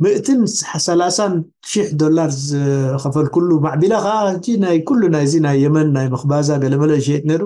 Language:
Tigrinya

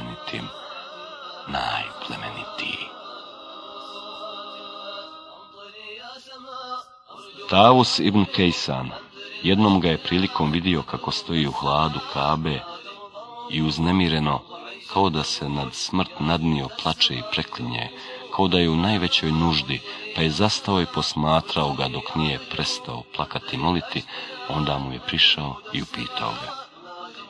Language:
Bosnian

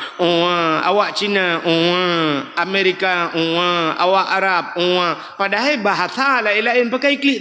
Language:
Achinese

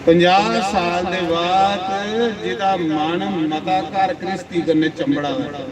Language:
Dogri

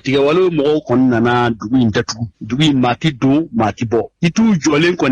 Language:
Bambara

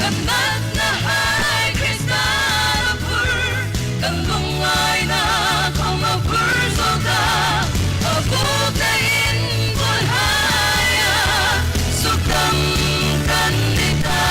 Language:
Hmar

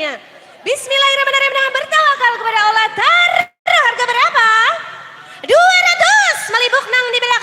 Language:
Banjar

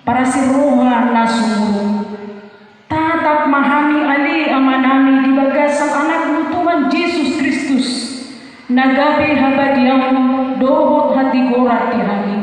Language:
Batak Toba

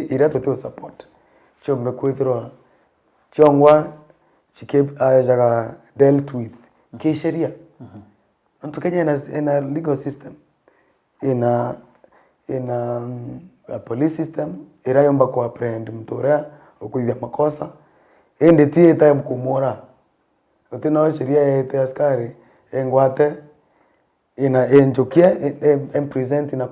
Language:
Meru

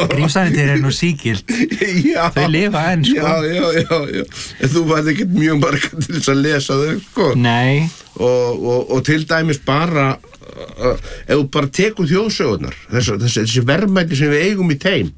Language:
Icelandic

